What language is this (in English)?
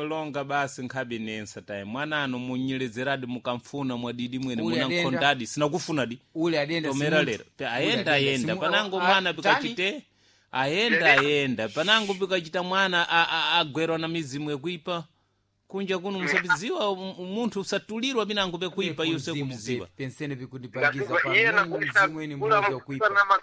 Sena